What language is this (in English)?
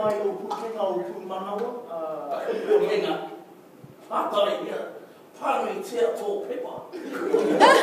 Māori